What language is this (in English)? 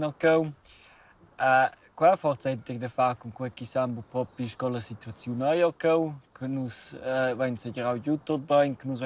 Romansh